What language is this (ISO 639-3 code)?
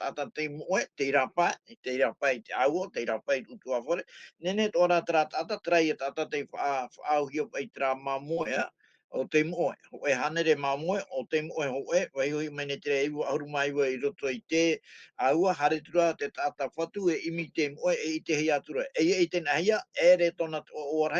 tah